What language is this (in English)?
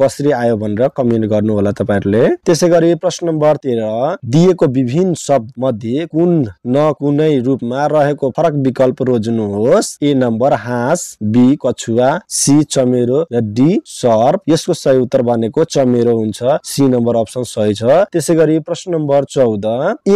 Nepali